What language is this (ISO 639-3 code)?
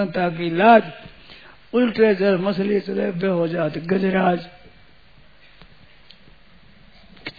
hin